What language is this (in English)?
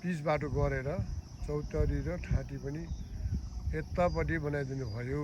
Nepali